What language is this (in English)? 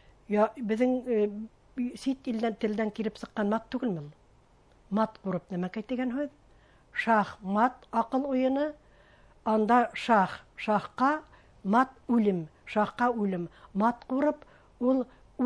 Bashkir